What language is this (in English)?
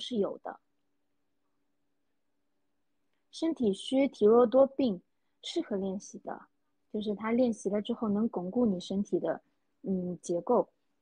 Chinese